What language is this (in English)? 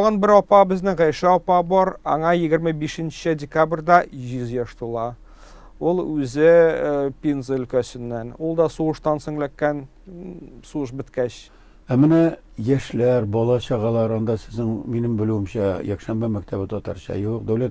Tatar